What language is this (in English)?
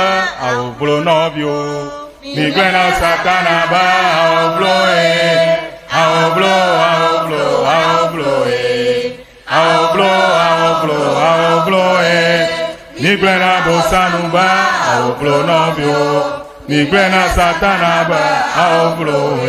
Ewe